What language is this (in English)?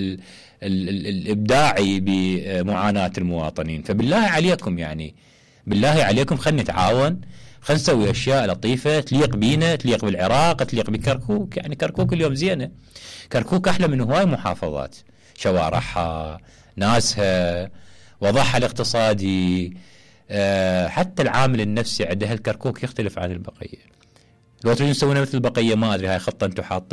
Mesopotamian Arabic